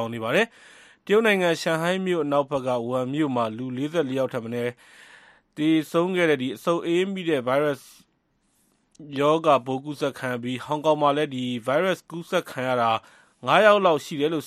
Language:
Burmese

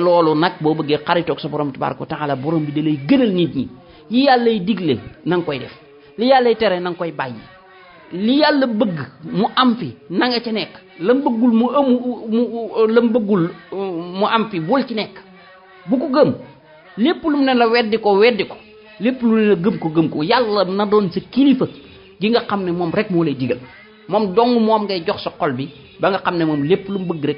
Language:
Wolof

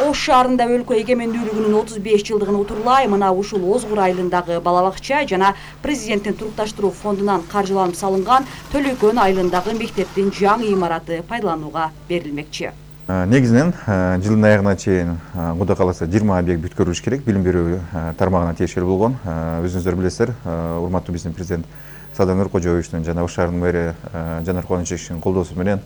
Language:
Kyrgyz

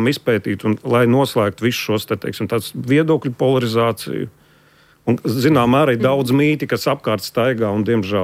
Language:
Latvian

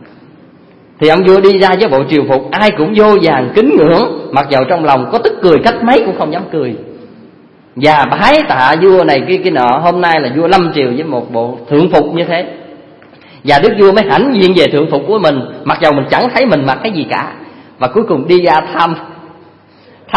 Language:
Vietnamese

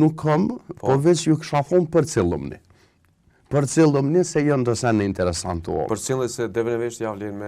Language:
Albanian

